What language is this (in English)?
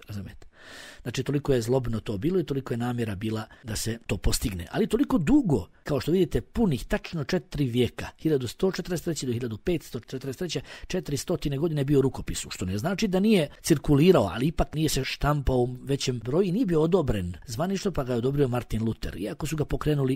Bosnian